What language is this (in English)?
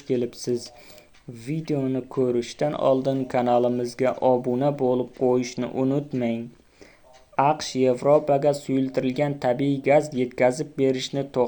Uzbek